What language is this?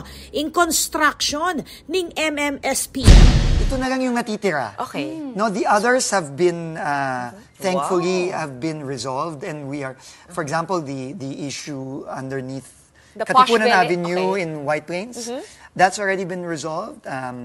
Pampanga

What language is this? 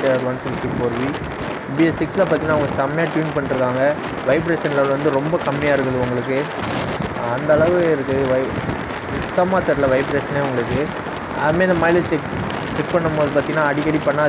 Tamil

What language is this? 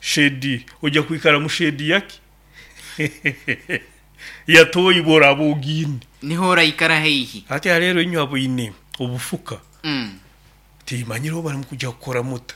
Nyoro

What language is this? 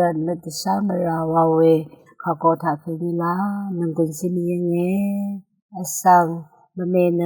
Rawang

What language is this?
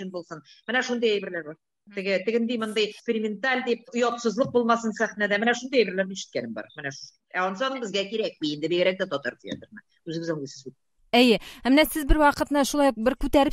Tatar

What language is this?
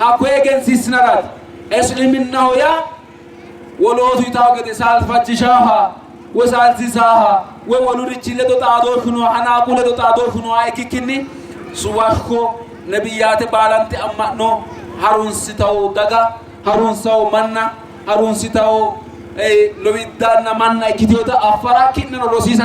Sidamo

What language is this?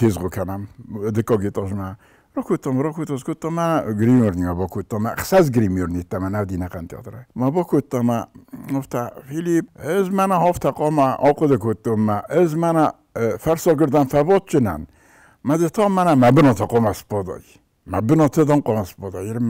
Ossetic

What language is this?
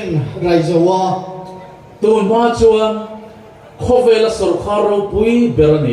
Riang (India)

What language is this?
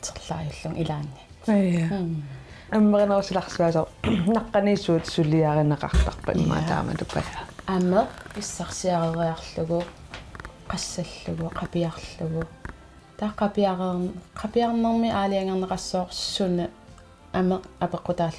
Kalaallisut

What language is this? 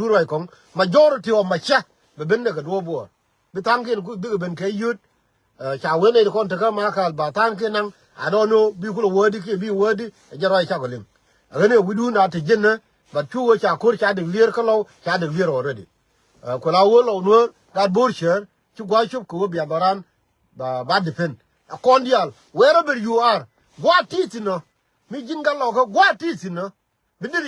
Nuer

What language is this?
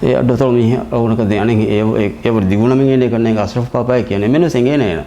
Divehi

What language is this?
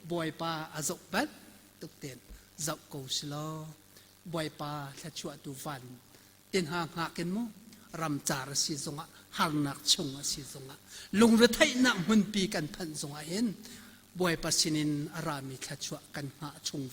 Hakha Chin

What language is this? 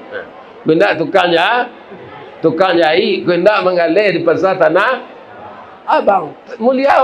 Minangkabau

